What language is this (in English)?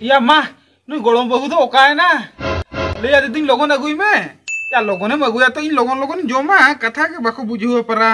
Santali